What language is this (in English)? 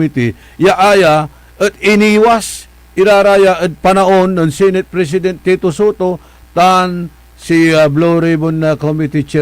Pangasinan